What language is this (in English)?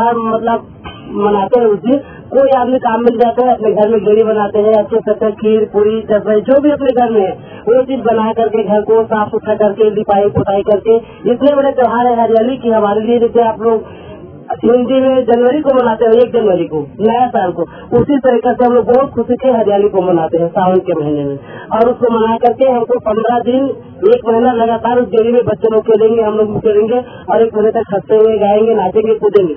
Hindi